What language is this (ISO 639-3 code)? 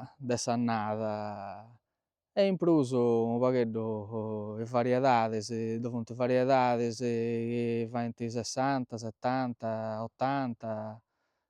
srd